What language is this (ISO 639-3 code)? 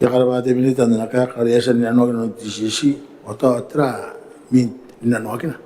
gil